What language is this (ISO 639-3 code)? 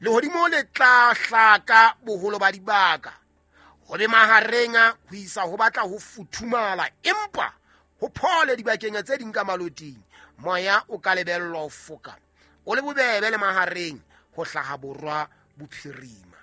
sot